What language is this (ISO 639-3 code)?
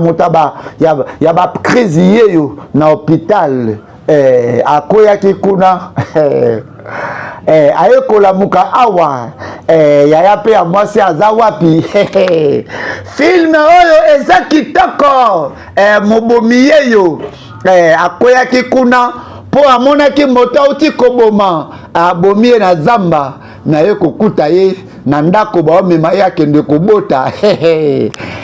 lin